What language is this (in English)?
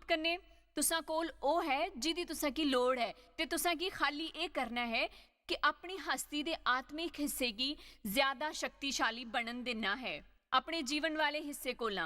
Dogri